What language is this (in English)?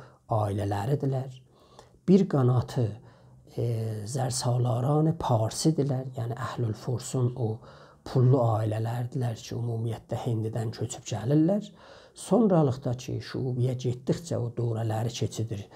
South Azerbaijani